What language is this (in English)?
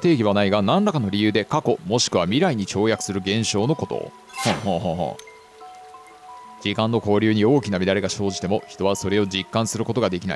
Japanese